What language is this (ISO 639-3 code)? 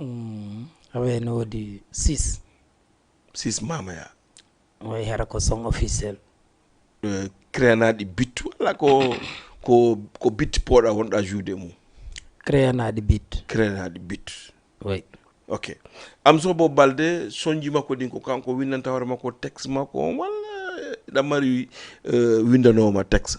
ful